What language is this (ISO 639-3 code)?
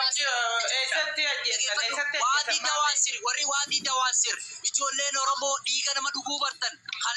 orm